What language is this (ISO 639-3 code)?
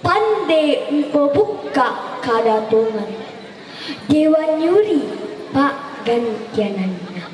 sda